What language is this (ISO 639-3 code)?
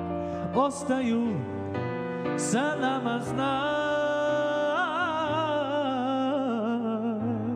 srp